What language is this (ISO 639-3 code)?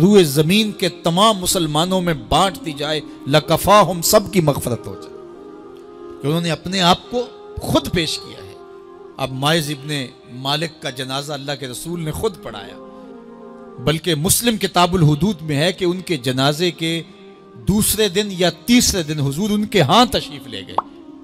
urd